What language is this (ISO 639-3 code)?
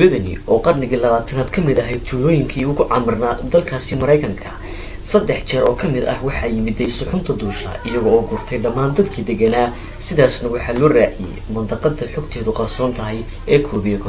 som